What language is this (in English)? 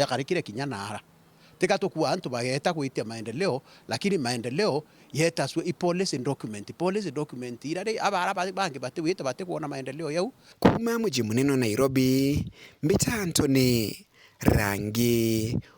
Meru